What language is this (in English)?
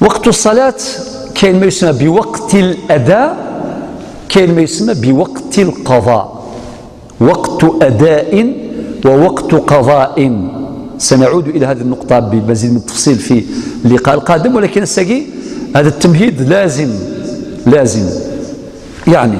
Algerian Arabic